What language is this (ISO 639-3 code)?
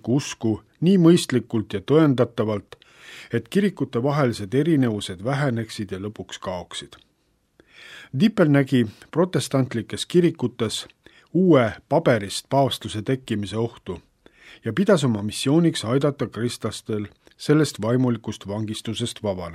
est